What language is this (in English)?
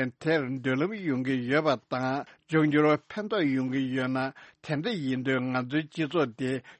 Tibetan